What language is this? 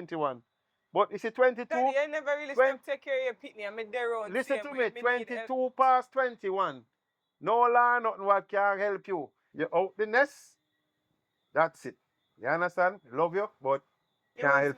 Jamaican Creole English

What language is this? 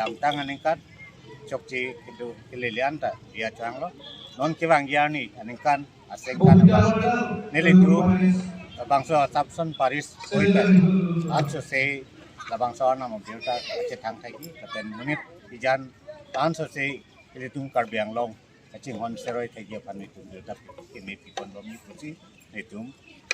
Karbi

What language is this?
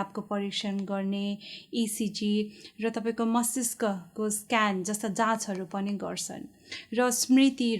Nepali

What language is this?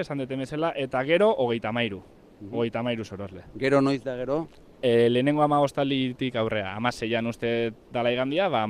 Basque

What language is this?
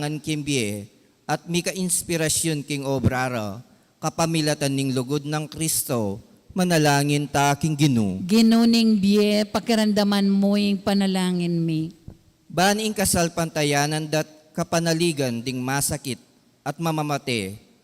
Pampanga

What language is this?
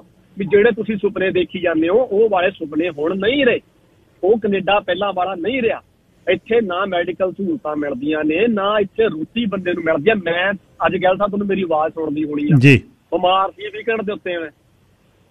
Punjabi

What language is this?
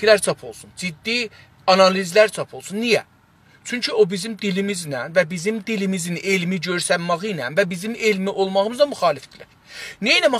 South Azerbaijani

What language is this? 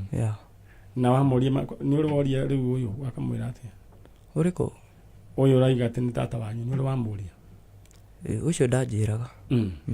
Kikuyu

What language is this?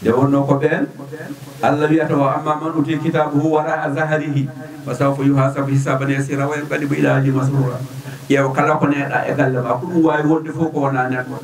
Fula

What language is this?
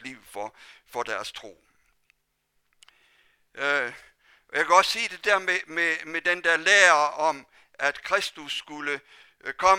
Danish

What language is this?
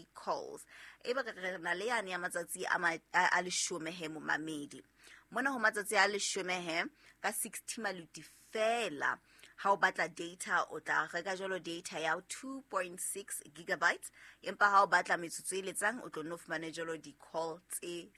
Southern Sotho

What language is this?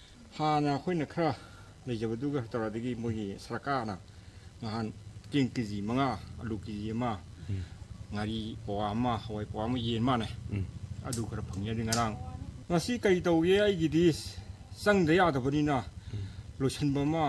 Manipuri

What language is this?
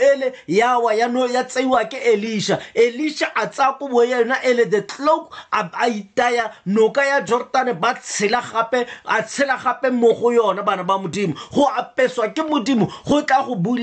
Tswana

